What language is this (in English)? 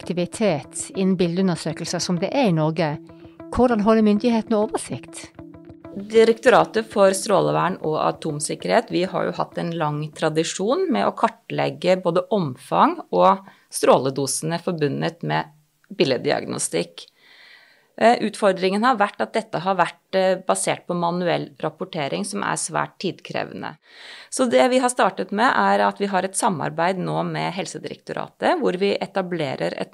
Norwegian